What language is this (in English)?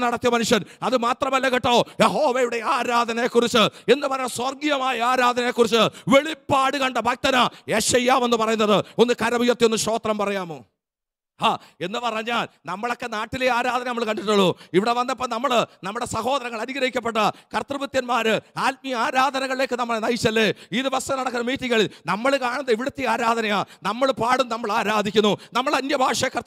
Malayalam